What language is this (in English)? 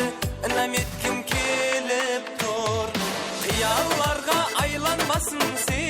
Kara-Kalpak